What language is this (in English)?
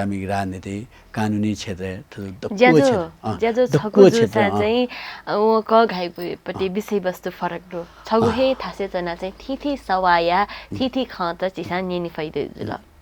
Newari